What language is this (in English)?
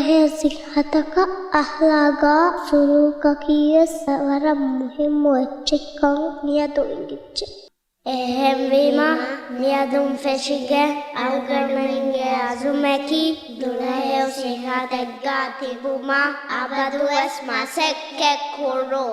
Divehi